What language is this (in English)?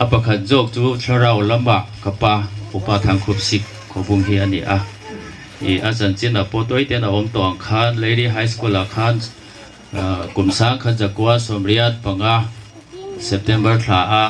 Hmar